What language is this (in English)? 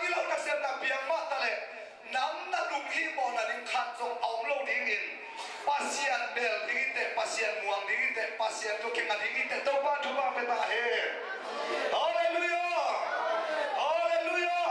Tedim Chin